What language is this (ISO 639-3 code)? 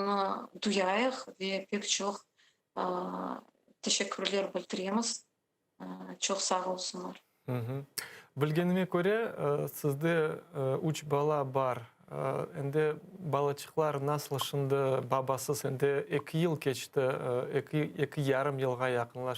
crh